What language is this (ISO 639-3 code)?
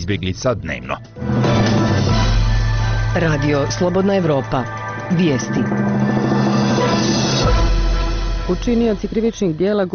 bos